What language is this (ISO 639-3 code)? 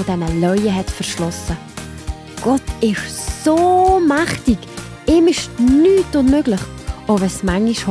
gsw